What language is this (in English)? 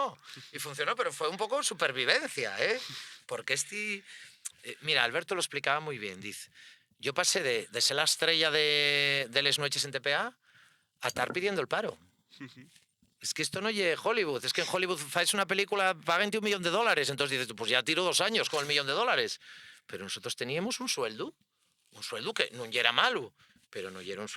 Asturian